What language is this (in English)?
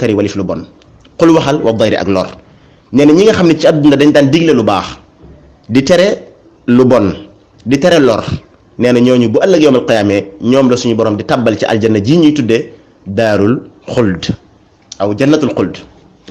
Wolof